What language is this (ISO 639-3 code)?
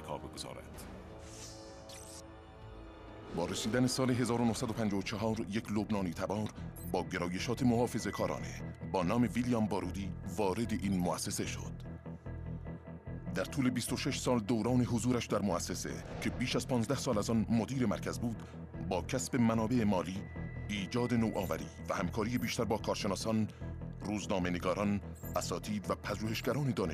fas